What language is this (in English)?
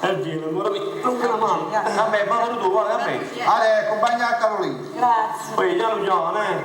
Neapolitan